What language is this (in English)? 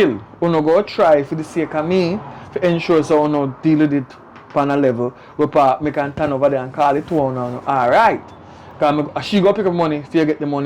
Jamaican Creole English